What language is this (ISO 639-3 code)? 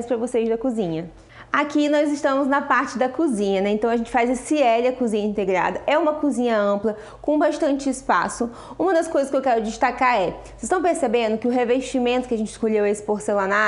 por